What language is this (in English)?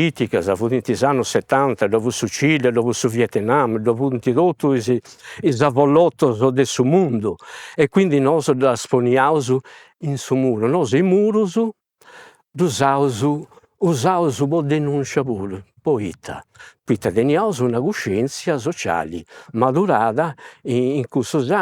Sardinian